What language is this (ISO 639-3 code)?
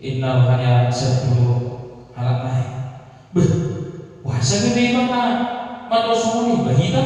bbc